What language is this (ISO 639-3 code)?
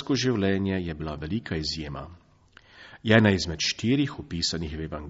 slv